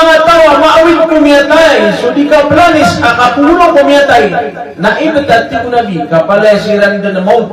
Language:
Maranao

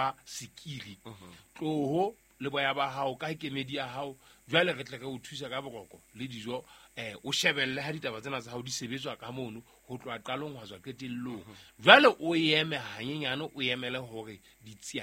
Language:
Southern Sotho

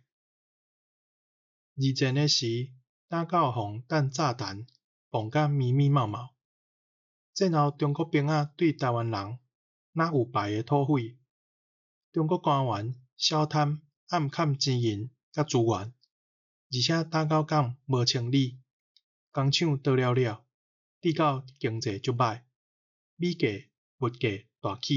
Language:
Min Nan Chinese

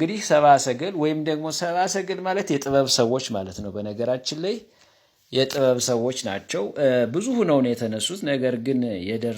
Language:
Amharic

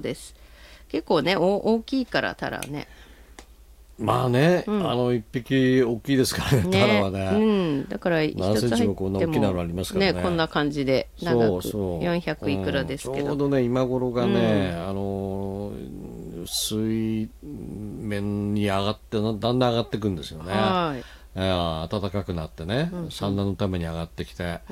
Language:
Japanese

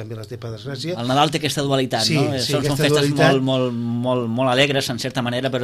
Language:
Catalan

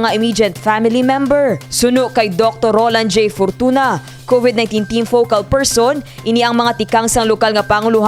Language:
Hiligaynon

